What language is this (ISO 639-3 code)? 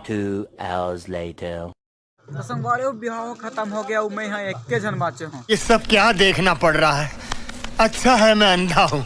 hne